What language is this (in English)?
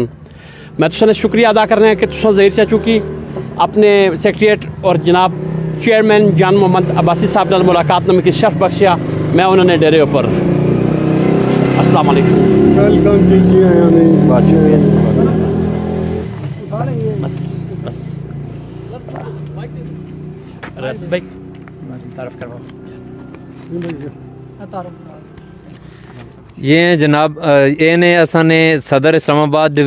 Pahari-Potwari